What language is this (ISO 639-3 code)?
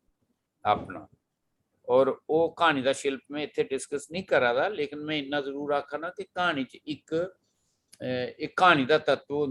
doi